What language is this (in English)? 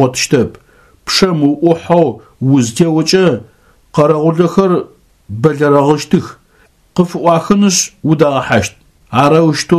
Adyghe